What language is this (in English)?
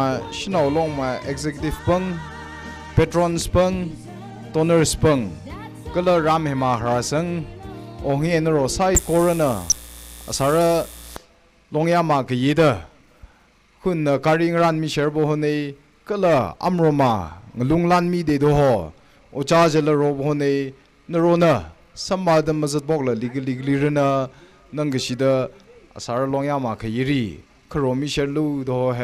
Tangkhul Naga (India)